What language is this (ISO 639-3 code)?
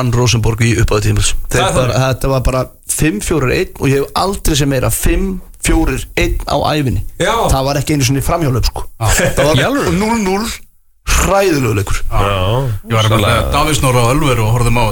isl